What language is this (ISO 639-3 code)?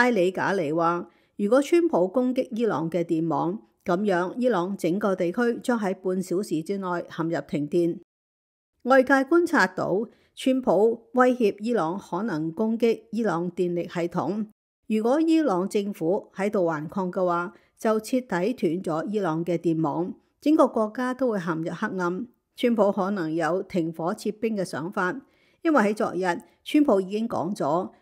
yue